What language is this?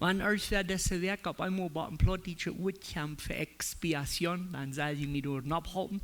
Plautdietsch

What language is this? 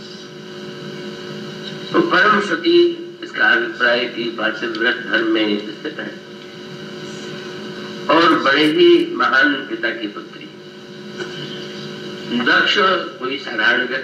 Hindi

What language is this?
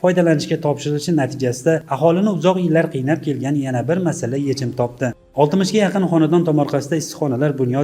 Uzbek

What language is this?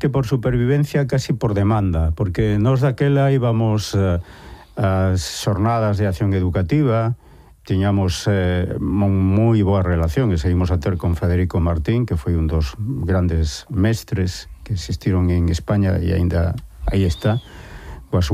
Galician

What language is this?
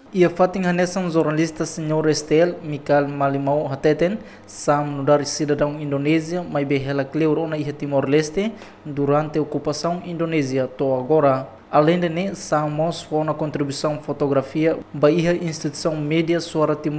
Tetum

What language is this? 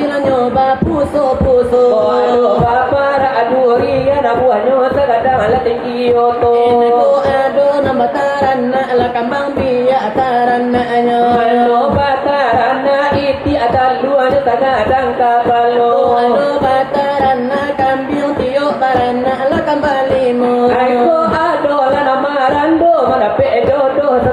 Minangkabau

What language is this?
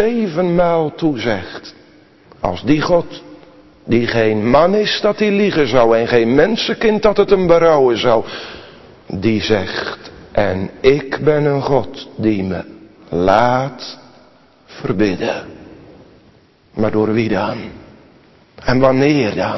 Dutch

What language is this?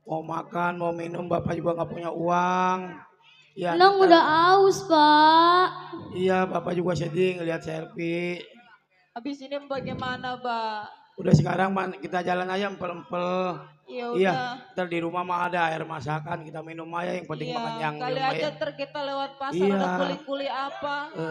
Betawi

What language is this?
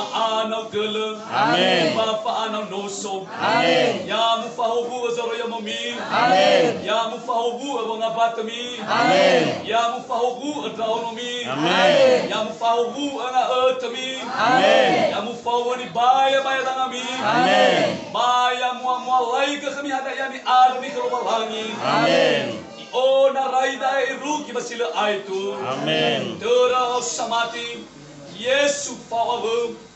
Nias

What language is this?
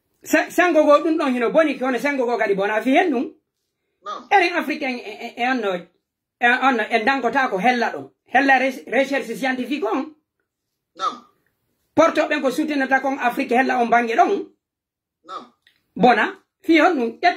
Fula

